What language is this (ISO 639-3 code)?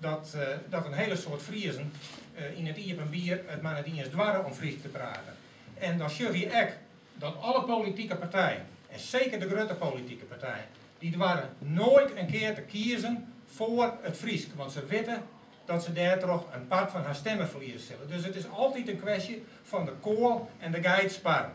fry